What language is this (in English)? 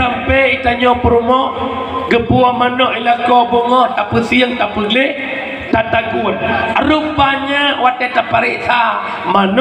Achinese